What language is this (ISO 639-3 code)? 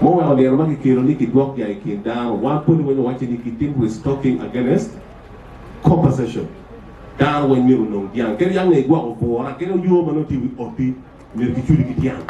ach